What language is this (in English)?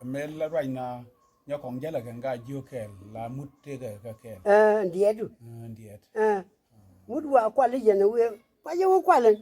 Nuer